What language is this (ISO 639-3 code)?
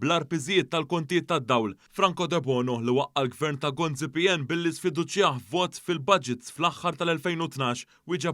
mlt